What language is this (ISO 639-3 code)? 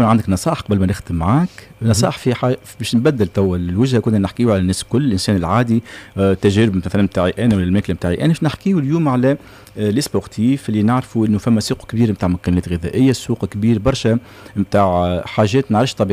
aeb